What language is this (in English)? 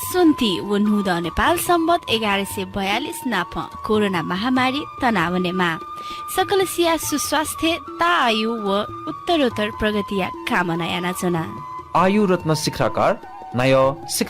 Newari